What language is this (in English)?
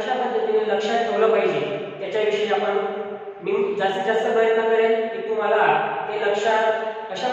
Marathi